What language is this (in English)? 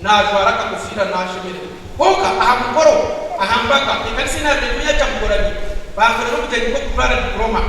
Nyankole